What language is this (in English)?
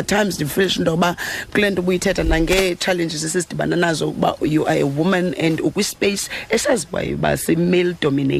Xhosa